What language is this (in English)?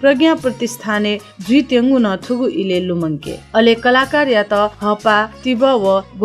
Newari